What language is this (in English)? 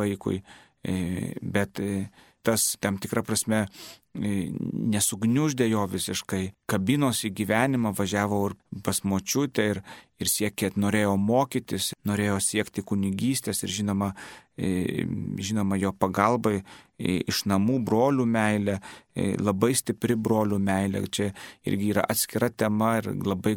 Lithuanian